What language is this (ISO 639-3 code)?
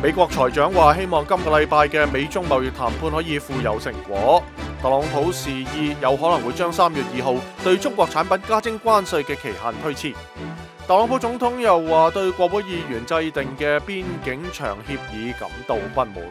yue